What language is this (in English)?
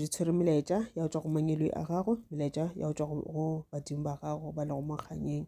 Northern Sotho